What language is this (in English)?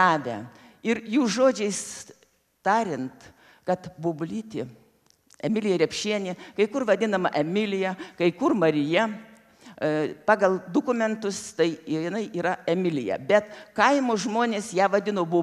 Lithuanian